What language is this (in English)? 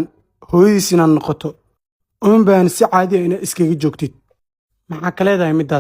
Somali